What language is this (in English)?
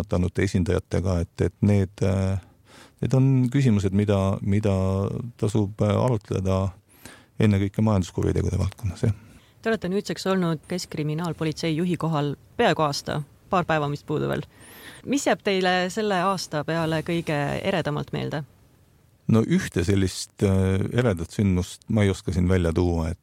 Estonian